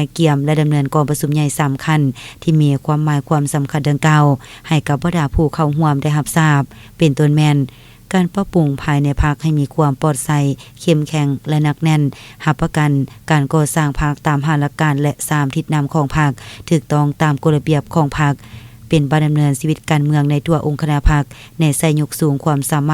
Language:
Lao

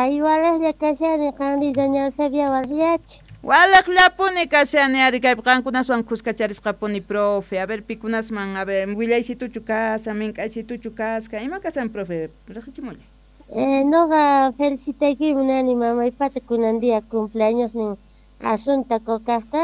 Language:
South Bolivian Quechua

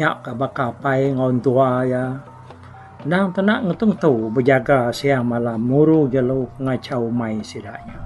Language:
Iban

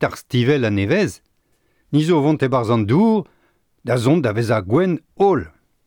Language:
Breton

